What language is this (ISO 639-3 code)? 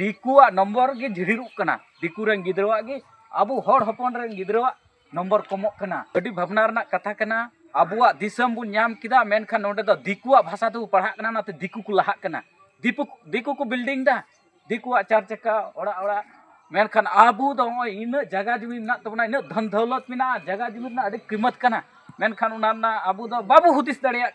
sat